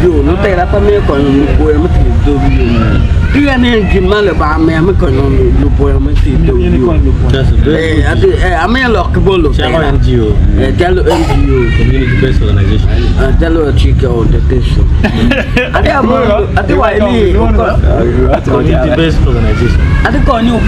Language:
Acoli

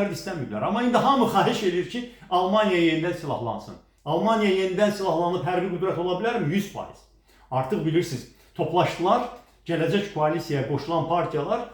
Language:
Azerbaijani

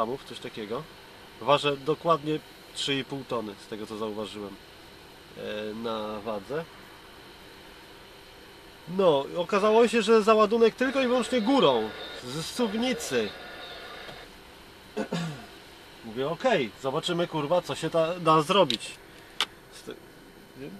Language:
Polish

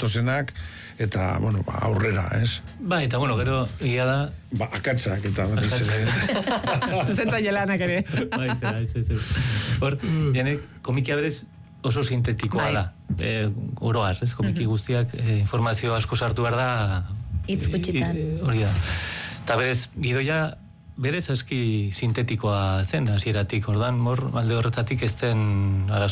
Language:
Basque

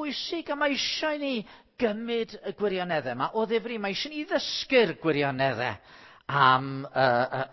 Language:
Welsh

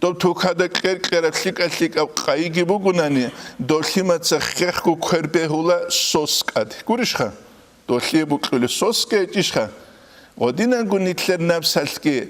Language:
Avaric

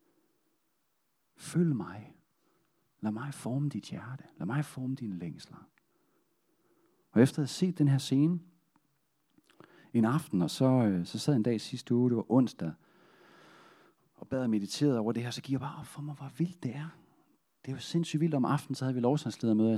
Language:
Danish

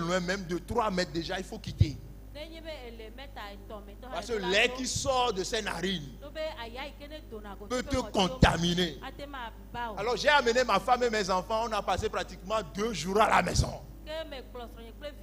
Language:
Ewe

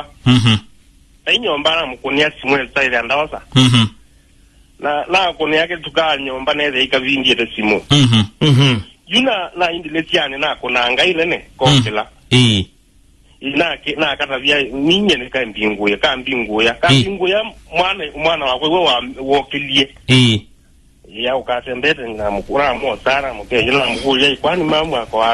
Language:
Kamba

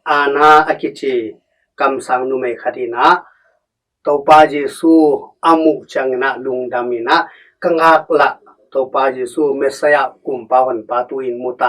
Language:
Tedim Chin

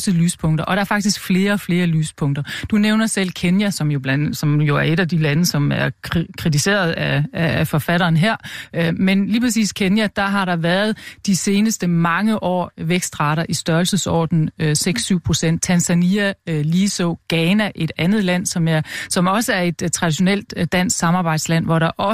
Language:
Danish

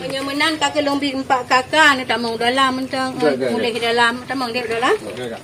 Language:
Achinese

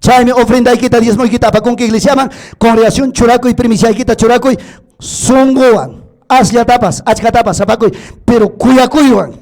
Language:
Ayacucho Quechua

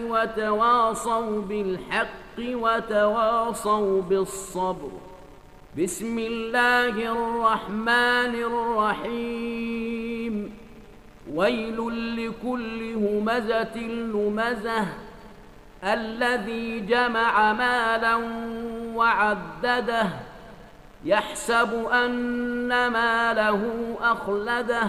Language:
Arabic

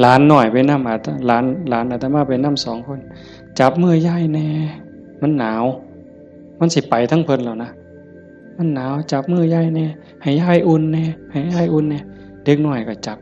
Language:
Northeastern Thai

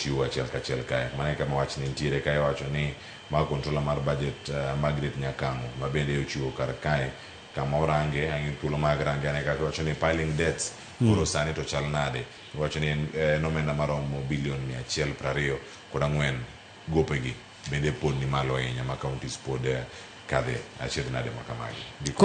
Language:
Luo (Kenya and Tanzania)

